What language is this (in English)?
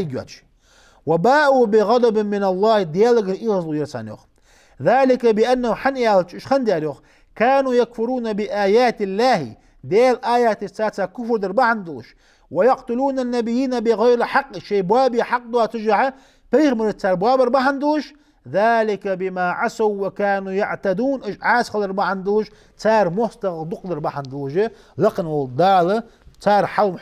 Ingush